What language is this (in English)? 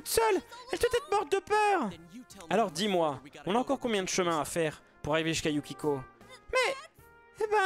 French